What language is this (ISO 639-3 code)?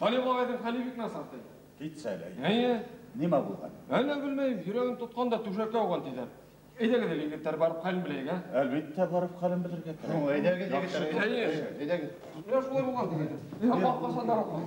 bak